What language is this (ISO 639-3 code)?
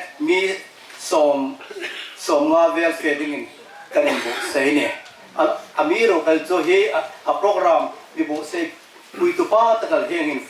hmr